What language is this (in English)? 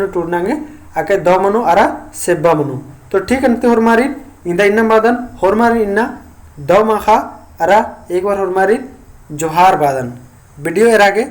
Kurukh